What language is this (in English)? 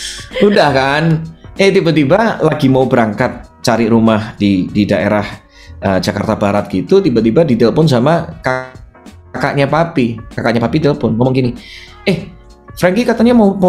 Indonesian